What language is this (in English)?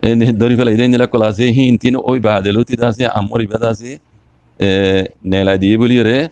Rohingya